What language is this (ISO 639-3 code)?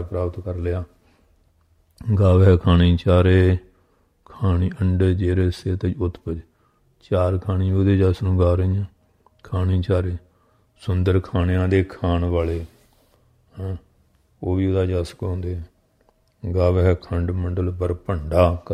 pan